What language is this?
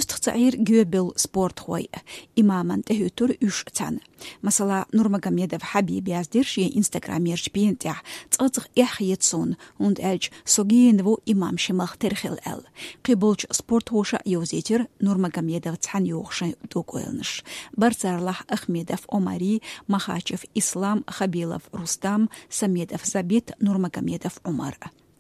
Chechen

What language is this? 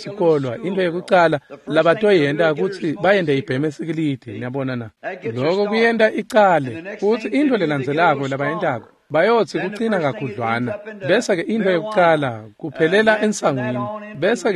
Swati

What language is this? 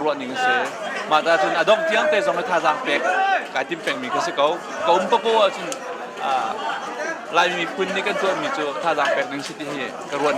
Hakha Chin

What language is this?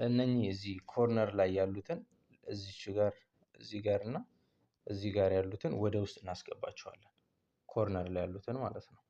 Amharic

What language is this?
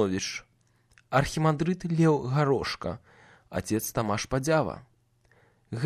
Belarusian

